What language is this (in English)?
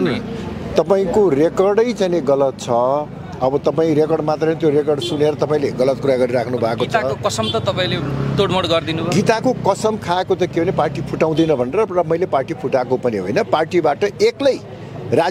Nepali